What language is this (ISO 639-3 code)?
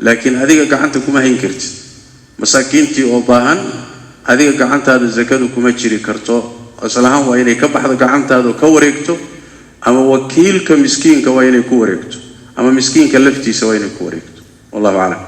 som